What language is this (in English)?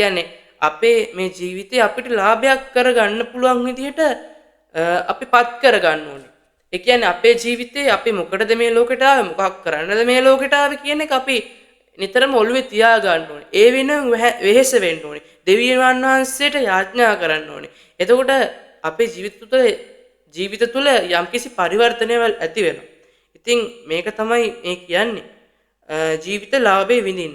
Sinhala